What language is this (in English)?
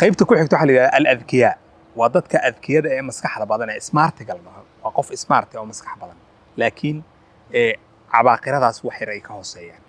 Somali